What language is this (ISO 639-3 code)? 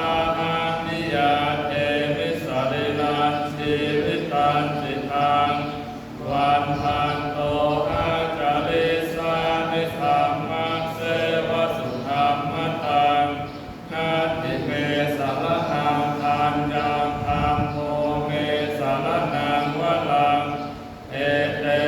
pli